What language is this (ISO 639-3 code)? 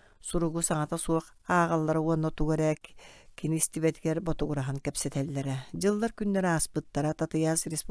sah